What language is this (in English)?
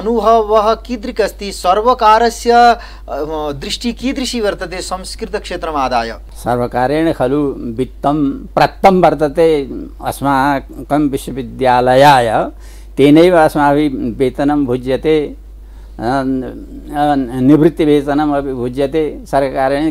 Sanskrit